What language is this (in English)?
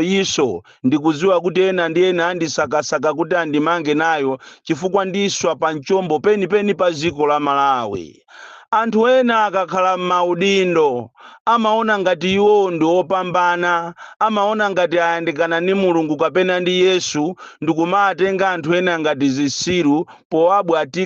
Nyanja